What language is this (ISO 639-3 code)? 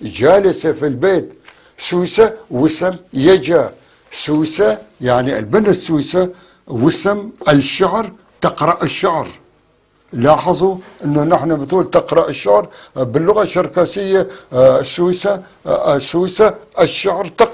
apc